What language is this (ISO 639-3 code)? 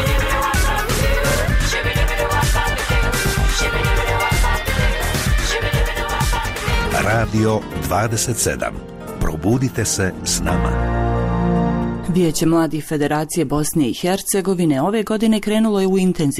bos